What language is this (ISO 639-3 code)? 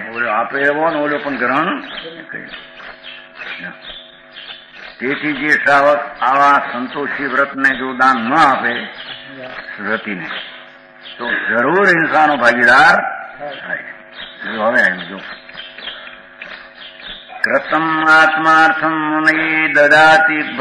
guj